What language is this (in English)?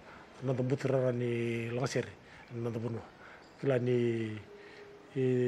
Fijian